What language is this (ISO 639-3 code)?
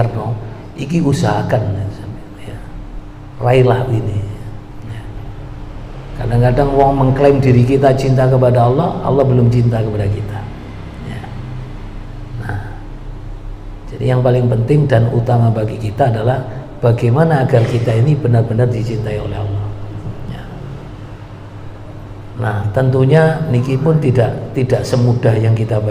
ind